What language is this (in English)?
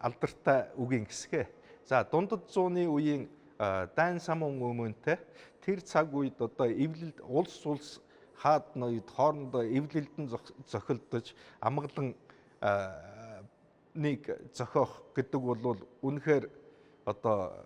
Mongolian